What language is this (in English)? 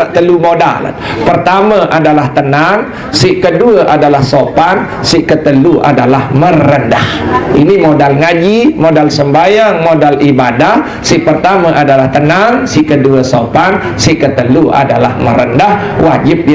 Sasak